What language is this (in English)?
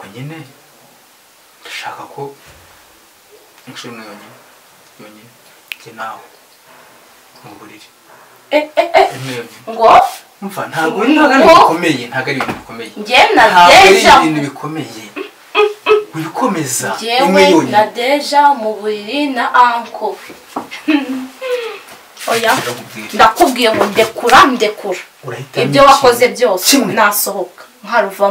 Kinyarwanda